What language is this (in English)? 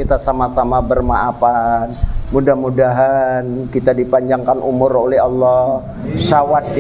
Banjar